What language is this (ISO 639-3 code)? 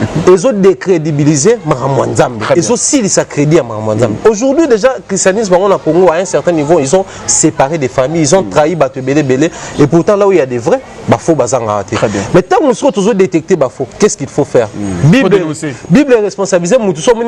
lin